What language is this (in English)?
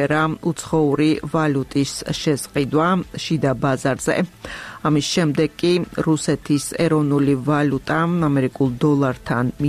Georgian